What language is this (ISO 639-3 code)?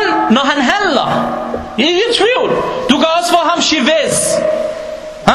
dan